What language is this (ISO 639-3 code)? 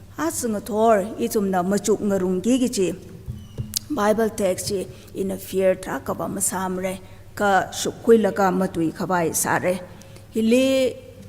nmf